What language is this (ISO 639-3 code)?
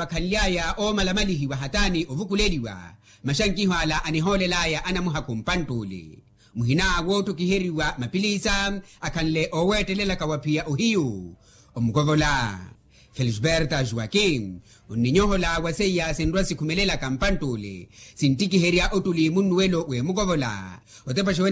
vmw